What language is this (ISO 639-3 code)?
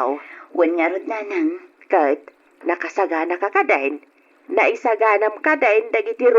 ilo